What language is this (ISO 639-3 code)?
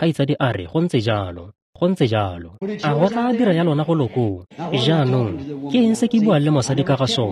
tsn